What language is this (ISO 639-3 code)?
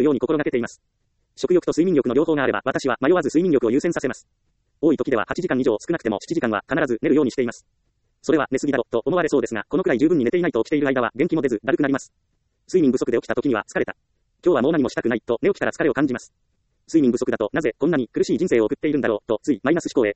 jpn